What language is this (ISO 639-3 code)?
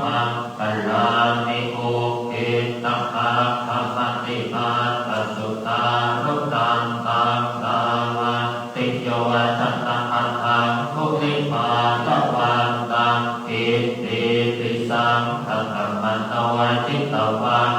pli